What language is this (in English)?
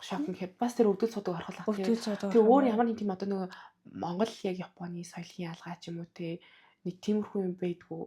Mongolian